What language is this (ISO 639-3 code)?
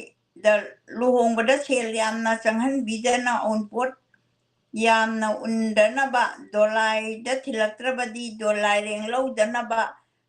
mni